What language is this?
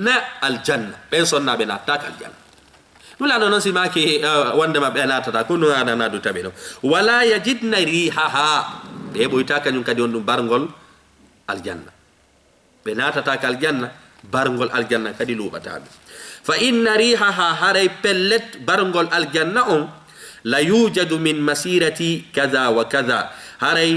Fula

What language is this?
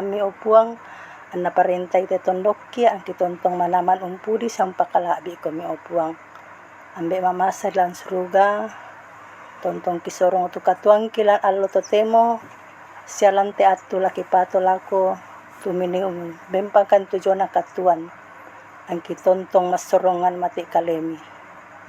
Toraja-Sa'dan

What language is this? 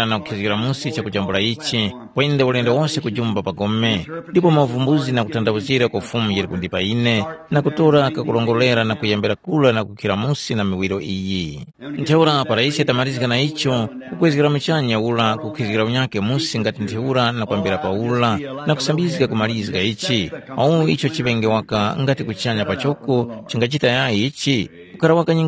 Tumbuka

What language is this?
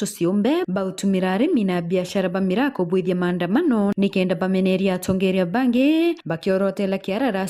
Meru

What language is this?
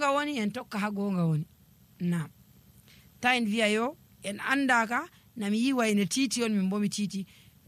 Nigerian Fulfulde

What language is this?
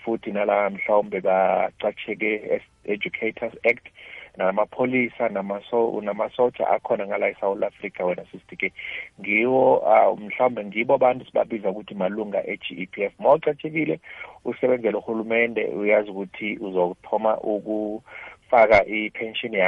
South Ndebele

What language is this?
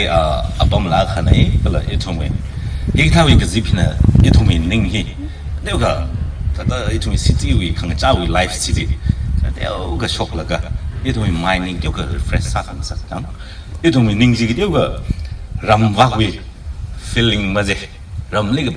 Tangkhul Naga (India)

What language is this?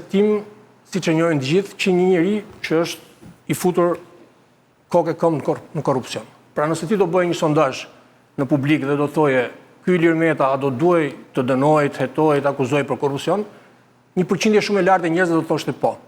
Albanian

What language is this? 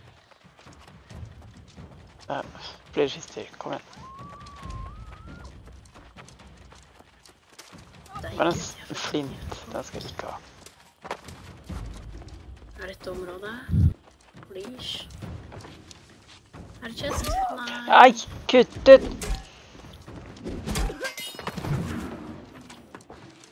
Norwegian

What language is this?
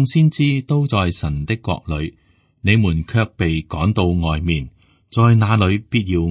Cantonese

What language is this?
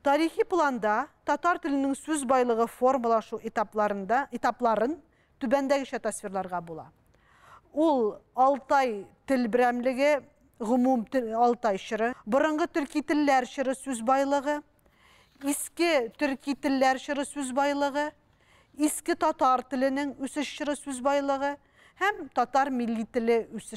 Tatar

